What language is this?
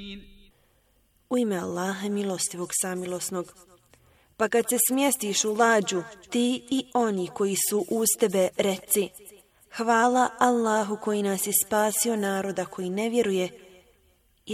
Bosnian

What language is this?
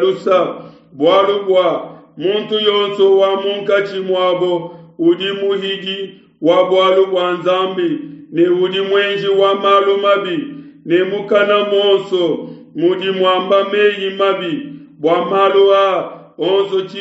Luba-Lulua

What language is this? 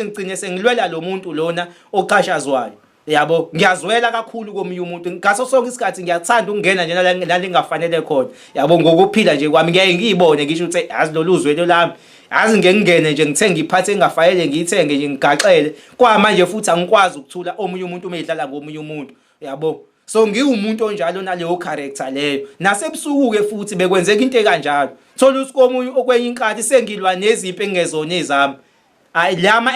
Zulu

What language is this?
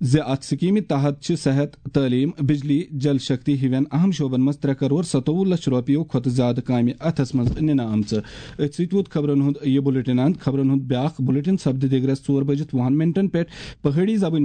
Kashmiri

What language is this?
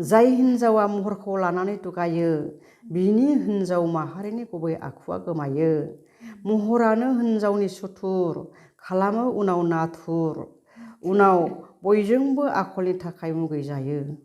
Bodo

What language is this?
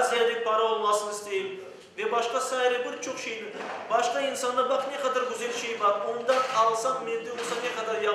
Crimean Tatar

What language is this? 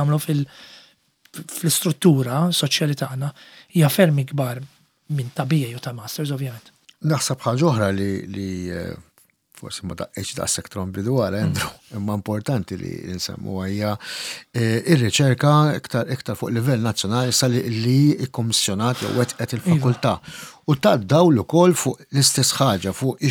Maltese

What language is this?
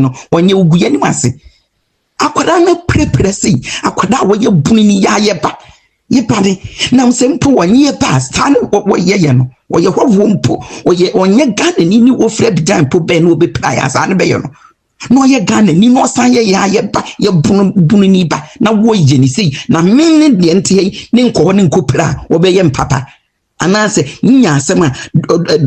Akan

